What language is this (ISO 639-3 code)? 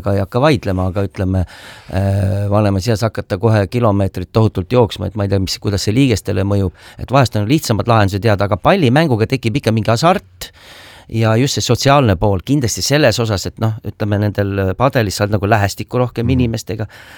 est